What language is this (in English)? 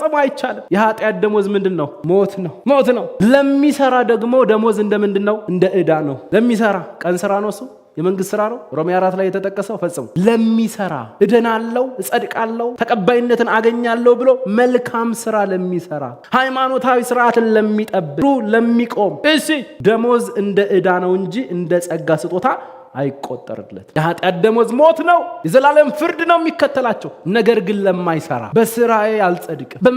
Amharic